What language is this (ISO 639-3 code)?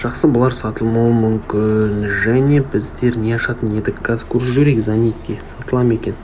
kaz